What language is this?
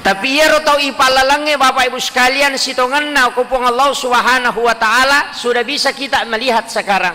Buginese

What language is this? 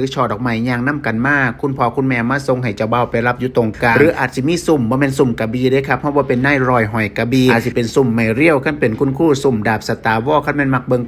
Lao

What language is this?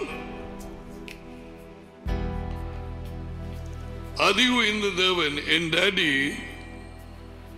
Tamil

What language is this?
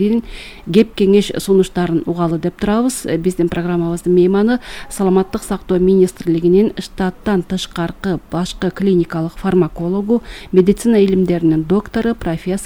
Kyrgyz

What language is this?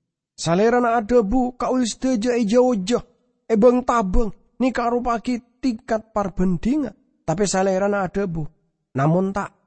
Madurese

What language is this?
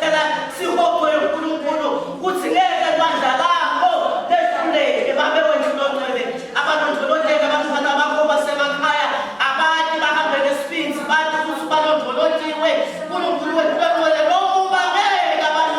Swati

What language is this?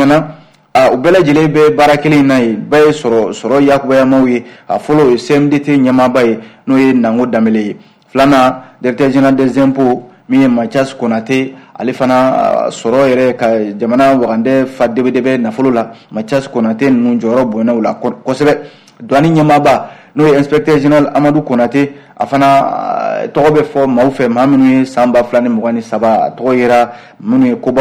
Bambara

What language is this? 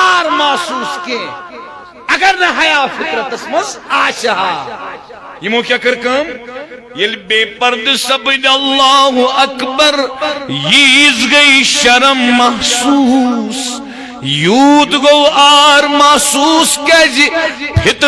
Kashmiri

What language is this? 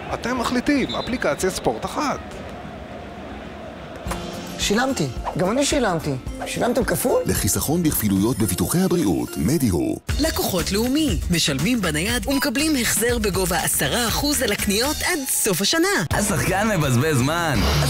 Hebrew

